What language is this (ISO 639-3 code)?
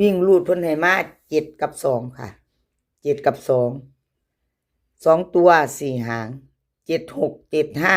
tts